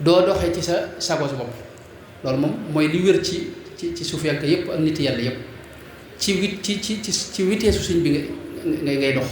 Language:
Wolof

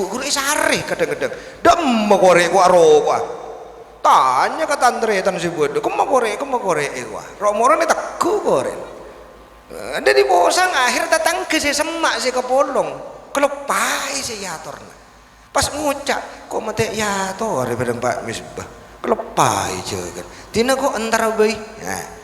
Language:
Madurese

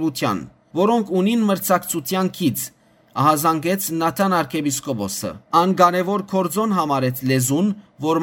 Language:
Western Armenian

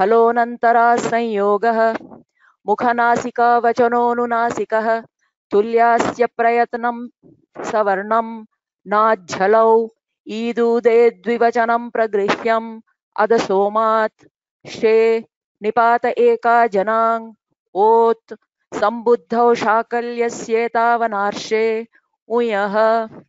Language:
Sanskrit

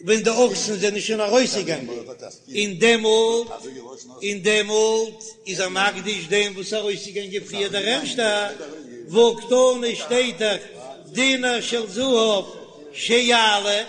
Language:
Yiddish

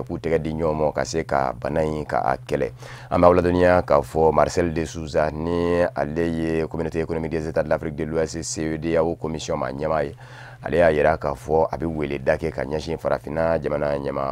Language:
Bambara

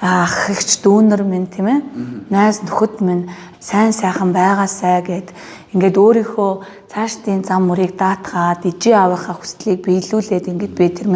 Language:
Mongolian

